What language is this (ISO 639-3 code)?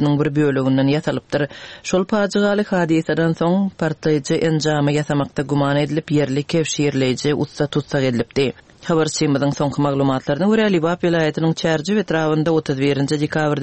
tuk